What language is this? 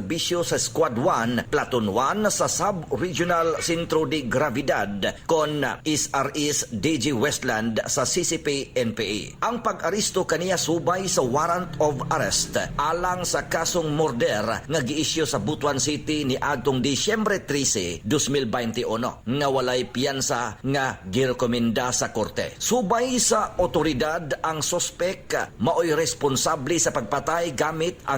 Cebuano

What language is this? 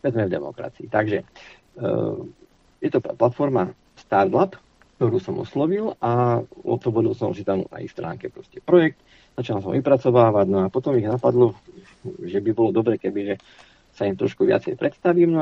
Slovak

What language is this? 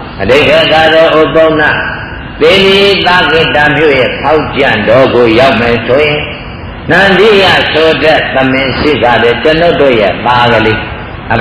Burmese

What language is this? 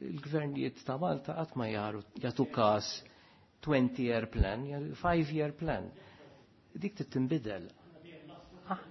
Maltese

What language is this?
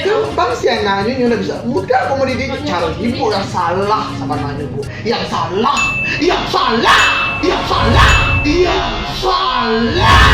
Minangkabau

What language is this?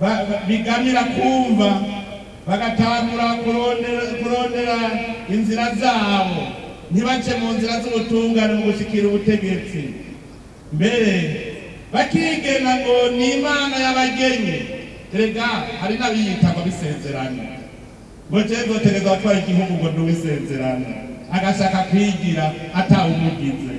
Rundi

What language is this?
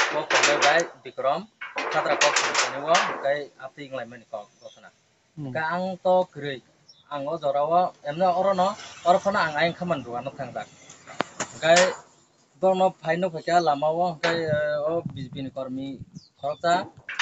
Kok Borok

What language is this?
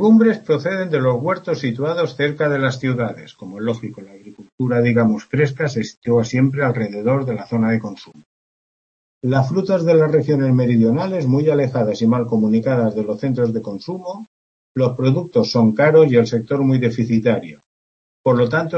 Spanish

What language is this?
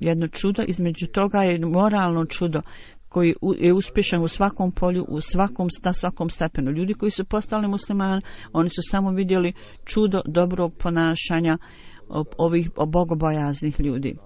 Bosnian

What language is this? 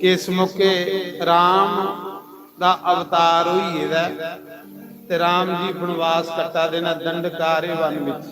Dogri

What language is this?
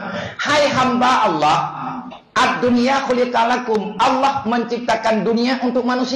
Achinese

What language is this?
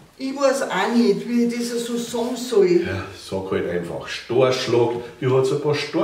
Bavarian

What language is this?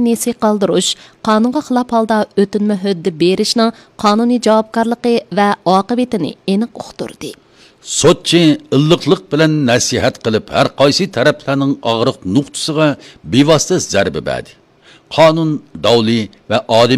Uyghur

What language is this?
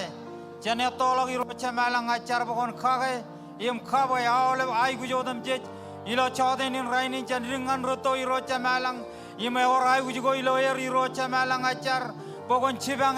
Marshallese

